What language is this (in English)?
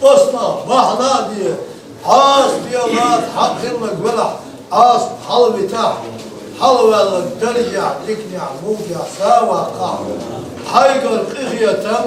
Chechen